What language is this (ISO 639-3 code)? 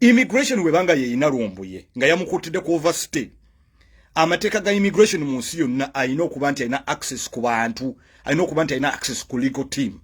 lug